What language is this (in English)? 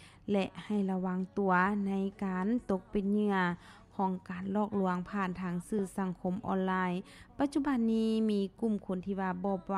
Lao